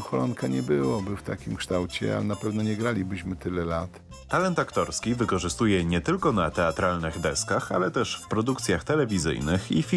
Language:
Polish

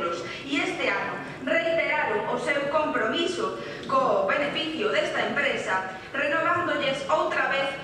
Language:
Galician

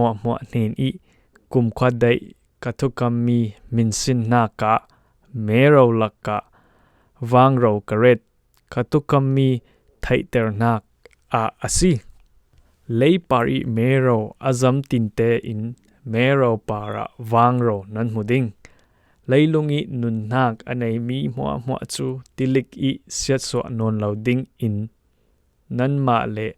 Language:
Falam Chin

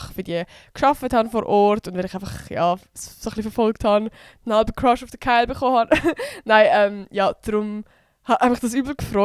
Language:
Swiss German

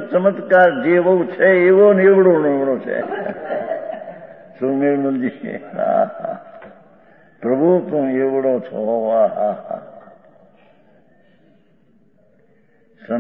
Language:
Gujarati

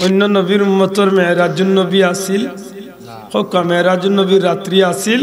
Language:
Sylheti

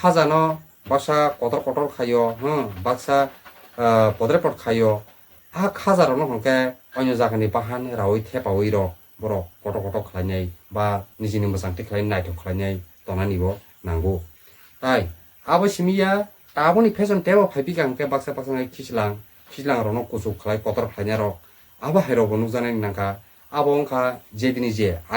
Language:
Kok Borok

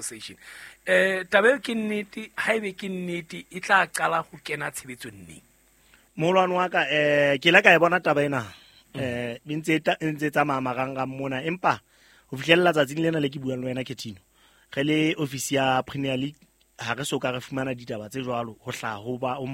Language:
Southern Sotho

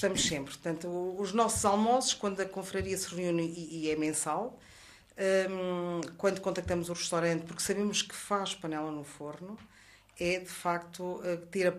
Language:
Portuguese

